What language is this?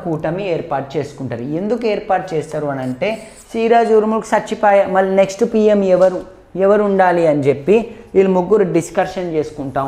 Telugu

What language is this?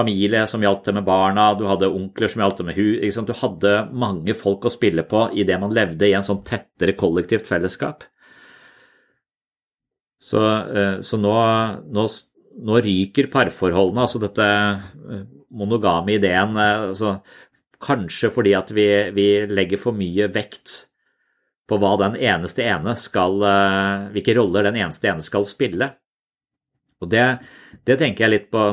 Norwegian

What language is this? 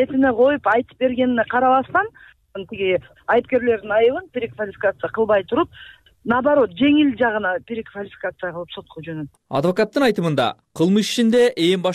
Kyrgyz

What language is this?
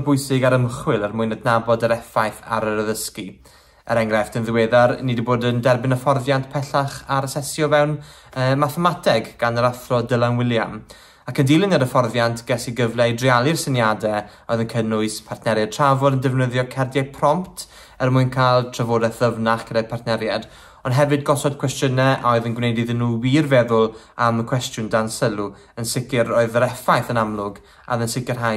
Welsh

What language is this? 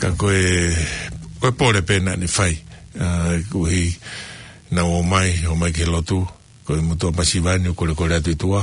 Tongan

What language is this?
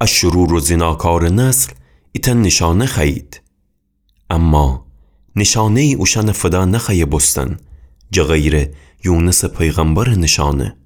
Gilaki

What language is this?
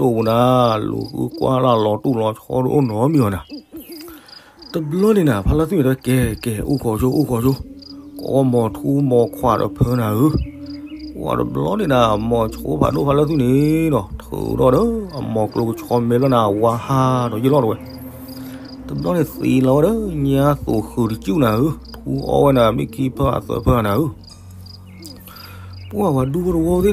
S'gaw Karen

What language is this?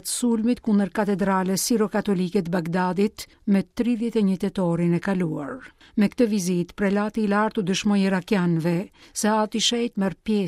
Albanian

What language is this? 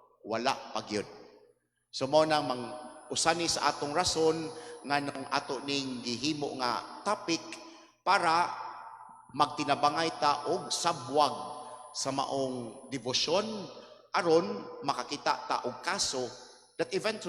Cebuano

